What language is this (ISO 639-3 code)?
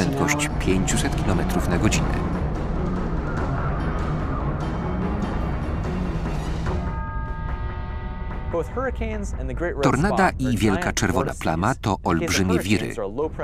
pol